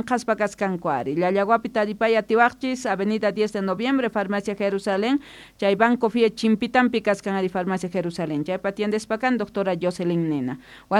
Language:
South Bolivian Quechua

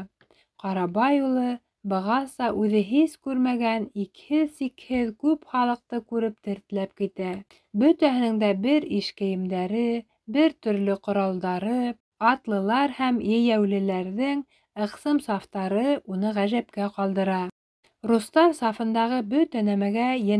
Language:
Bashkir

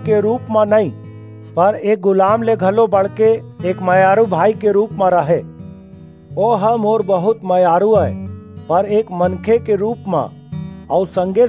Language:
Chhattisgarhi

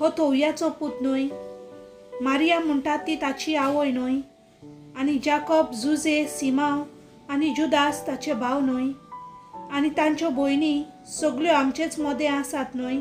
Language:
Konkani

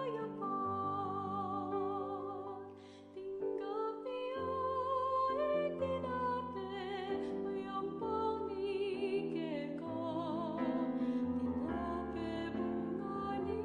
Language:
Pampanga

